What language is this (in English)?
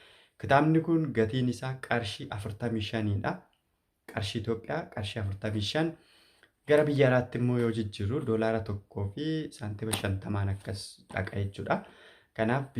Oromo